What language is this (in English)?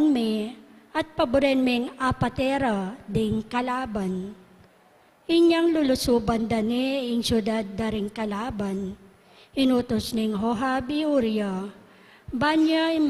Pampanga